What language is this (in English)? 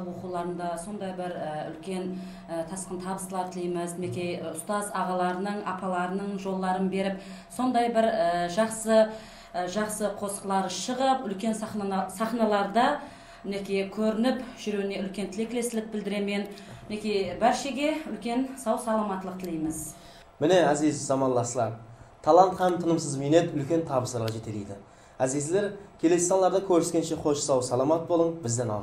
Kara-Kalpak